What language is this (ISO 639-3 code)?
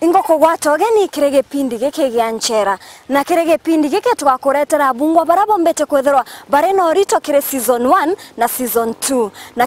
mer